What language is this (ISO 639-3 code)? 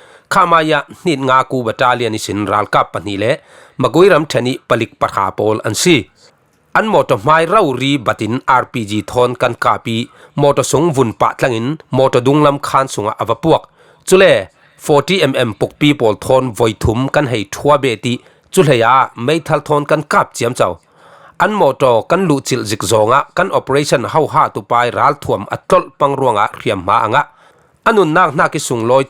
cfm